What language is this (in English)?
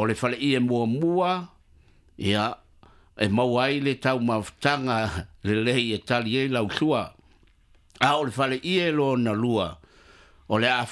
Samoan